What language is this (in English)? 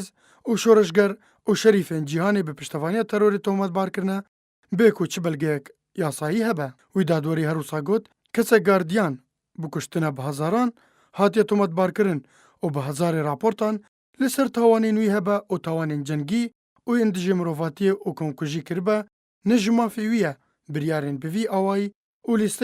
Kurdish